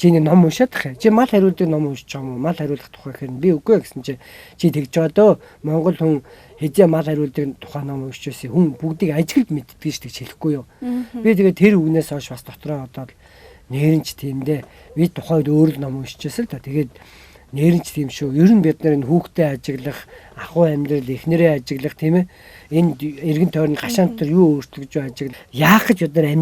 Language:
Mongolian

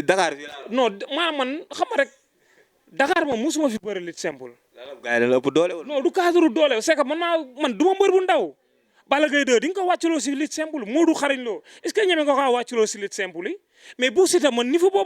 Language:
Wolof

